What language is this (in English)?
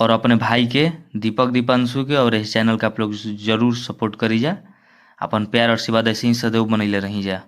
Bhojpuri